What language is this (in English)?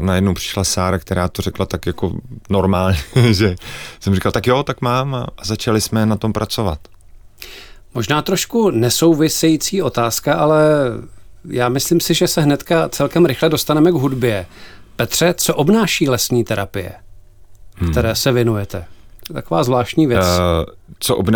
Czech